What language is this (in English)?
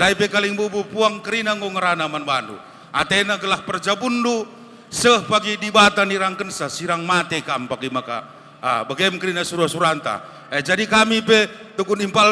Batak Karo